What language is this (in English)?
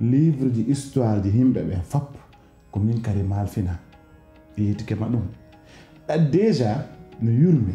Pular